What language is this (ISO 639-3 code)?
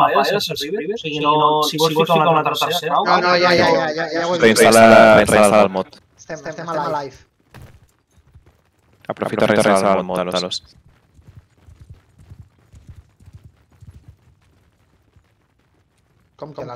cat